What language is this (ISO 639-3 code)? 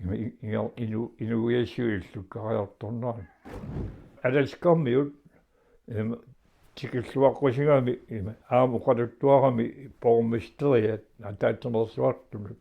kal